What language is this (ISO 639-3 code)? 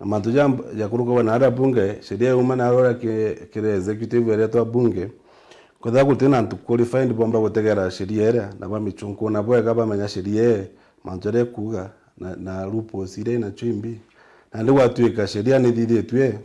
mer